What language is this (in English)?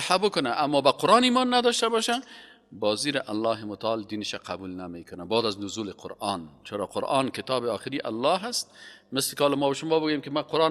Persian